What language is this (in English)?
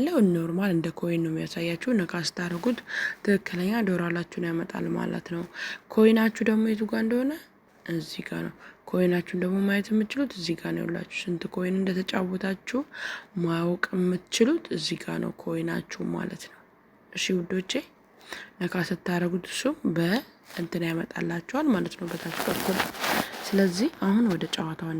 Amharic